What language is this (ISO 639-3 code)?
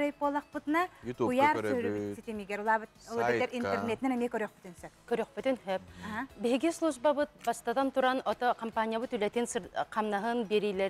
sah